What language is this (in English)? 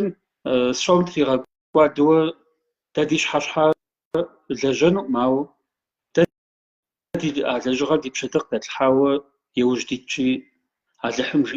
Kabardian